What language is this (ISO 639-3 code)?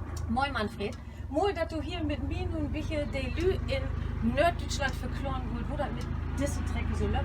nds